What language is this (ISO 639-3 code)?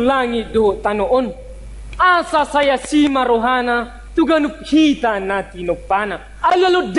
bbc